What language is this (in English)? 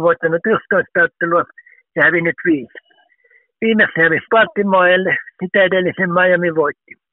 Finnish